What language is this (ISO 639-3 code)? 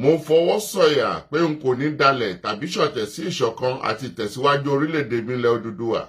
yor